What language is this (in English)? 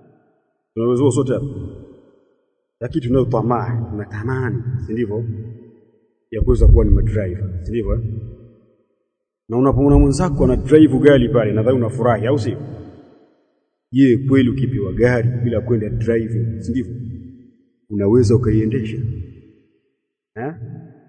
Swahili